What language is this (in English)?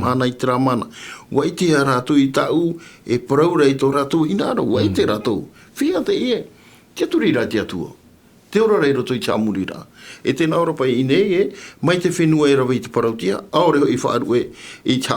Tahitian